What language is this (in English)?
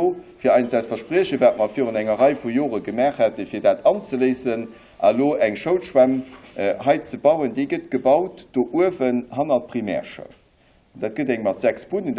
Luxembourgish